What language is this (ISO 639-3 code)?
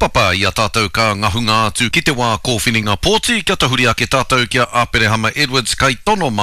mri